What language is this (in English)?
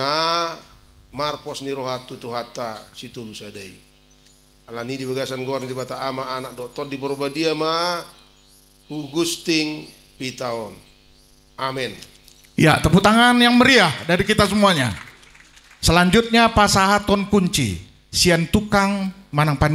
Batak Toba